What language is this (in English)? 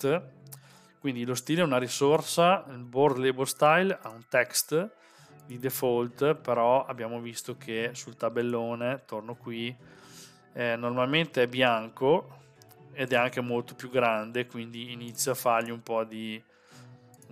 Italian